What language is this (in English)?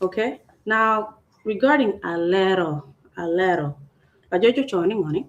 Acoli